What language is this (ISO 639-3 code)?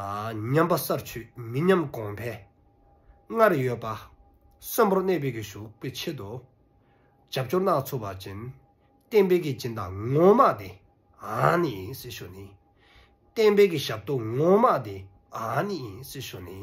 dzo